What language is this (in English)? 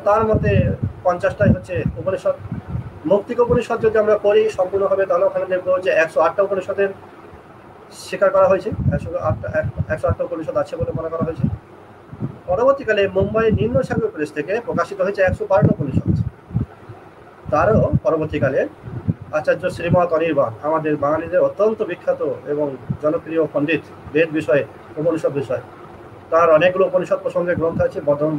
Bangla